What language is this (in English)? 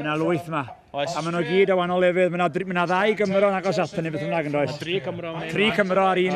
Welsh